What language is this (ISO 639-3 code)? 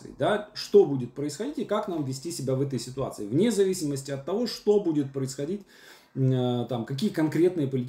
rus